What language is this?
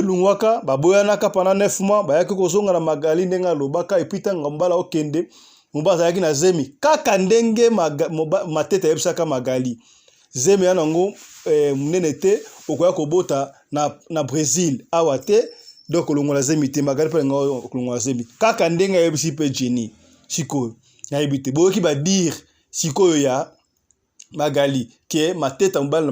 Lingala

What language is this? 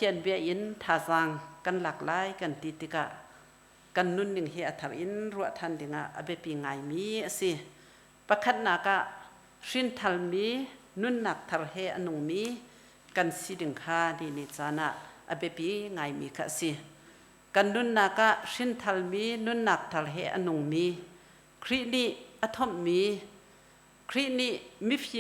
Hakha Chin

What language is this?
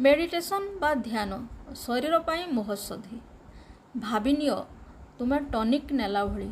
Odia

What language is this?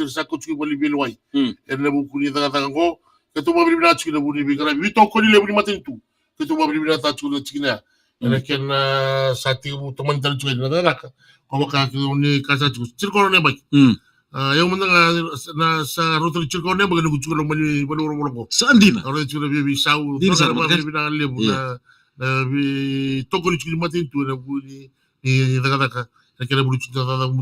Fijian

